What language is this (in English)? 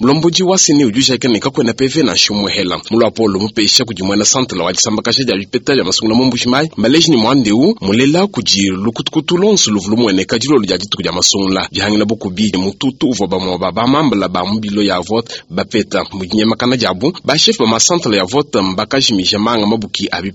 Luba-Lulua